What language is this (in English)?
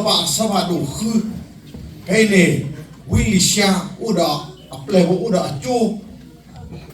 S'gaw Karen